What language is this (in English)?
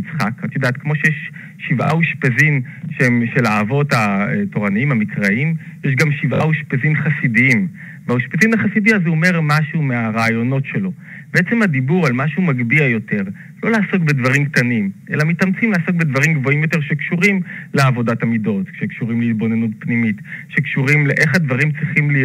Hebrew